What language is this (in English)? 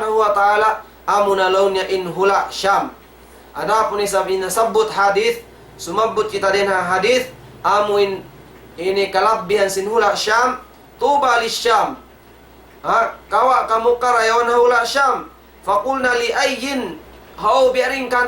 Tausug